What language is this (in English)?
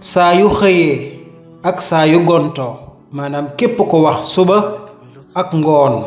Wolof